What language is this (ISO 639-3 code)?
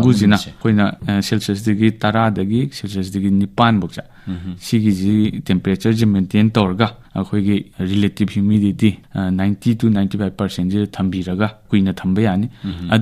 mni